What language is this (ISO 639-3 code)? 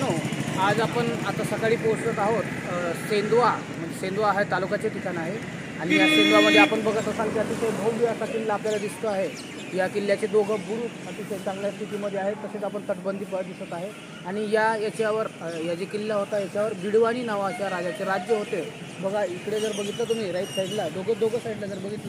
mar